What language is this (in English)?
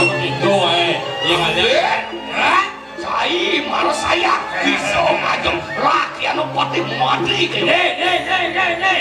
Balinese